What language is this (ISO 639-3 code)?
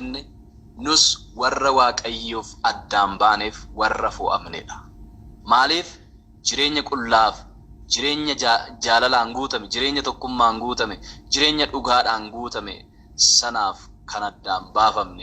orm